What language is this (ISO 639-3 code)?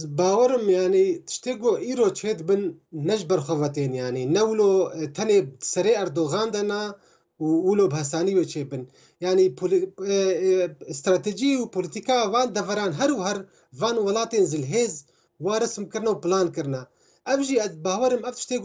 kur